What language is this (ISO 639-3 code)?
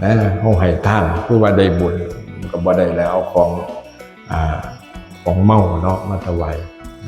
lao